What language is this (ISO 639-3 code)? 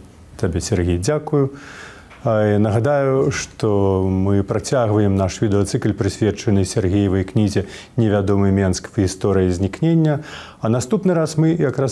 bel